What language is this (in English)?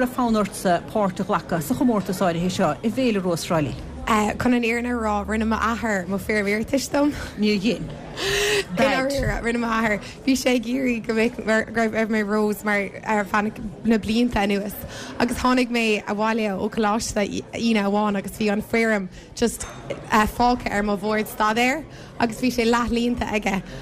Irish